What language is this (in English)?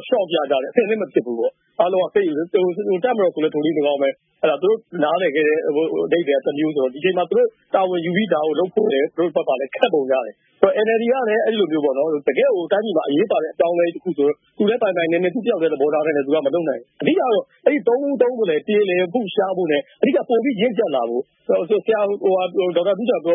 Burmese